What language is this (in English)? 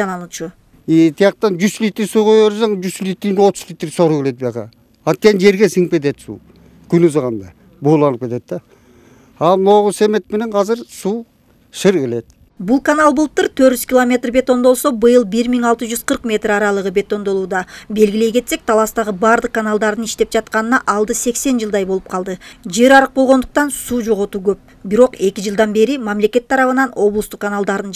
Kyrgyz